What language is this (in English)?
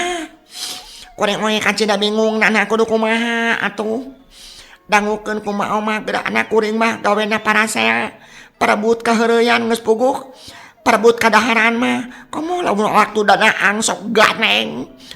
Sundanese